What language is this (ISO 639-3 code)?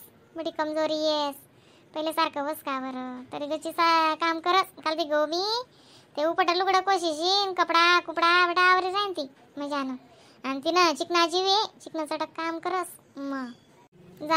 khn